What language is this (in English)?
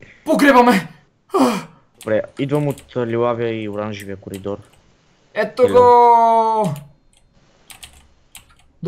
Bulgarian